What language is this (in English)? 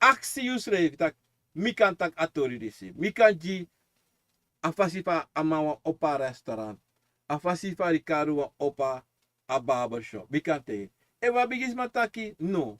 Sranan Tongo